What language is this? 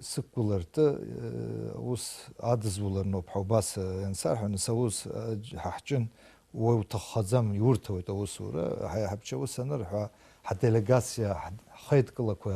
Abkhazian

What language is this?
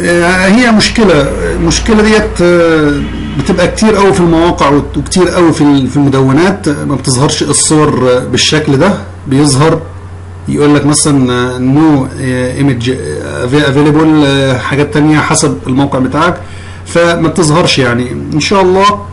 Egyptian Arabic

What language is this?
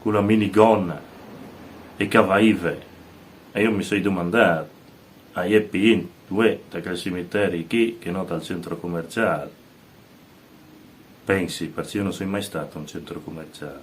Friulian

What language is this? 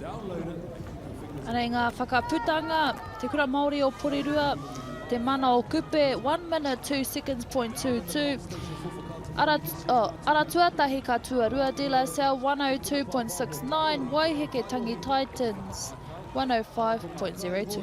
Māori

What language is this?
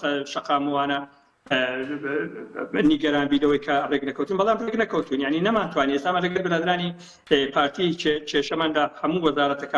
Central Kurdish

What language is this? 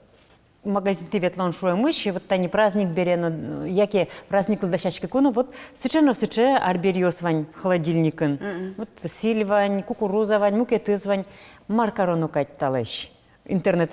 Udmurt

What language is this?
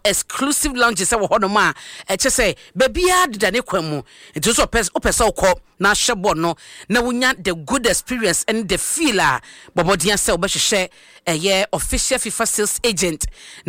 Akan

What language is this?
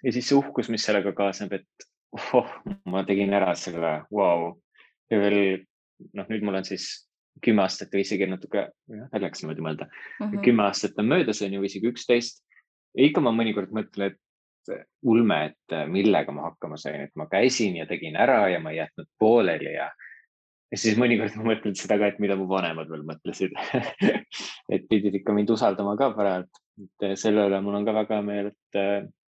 Estonian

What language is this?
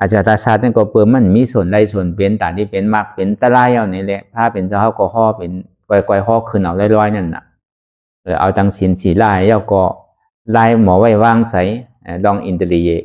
Shan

